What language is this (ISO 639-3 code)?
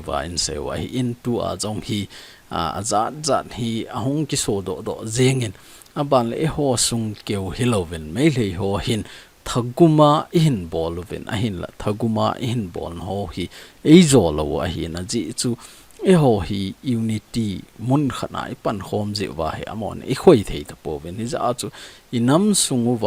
tcz